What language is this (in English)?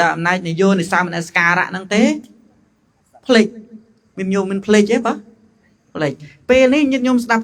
Khmer